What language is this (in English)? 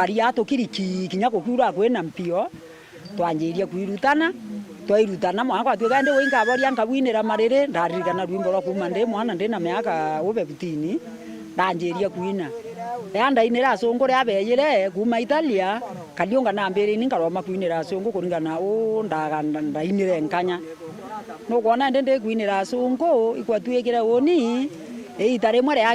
Meru